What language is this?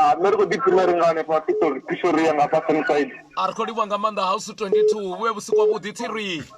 Venda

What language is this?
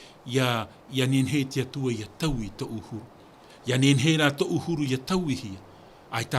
Tahitian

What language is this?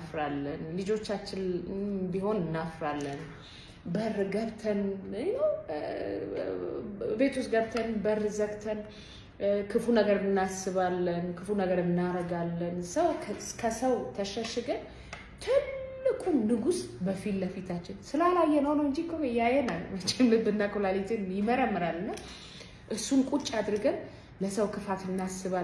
Amharic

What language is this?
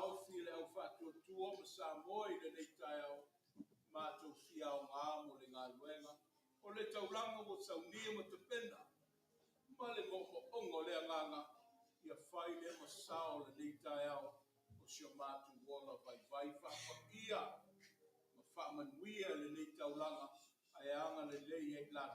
Samoan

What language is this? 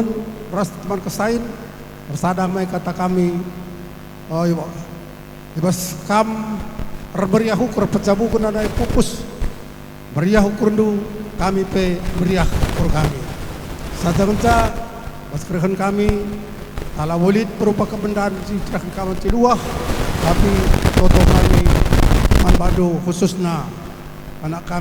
Batak Karo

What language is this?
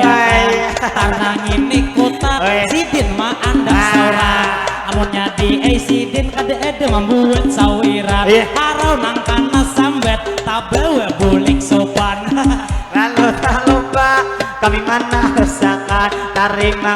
Banjar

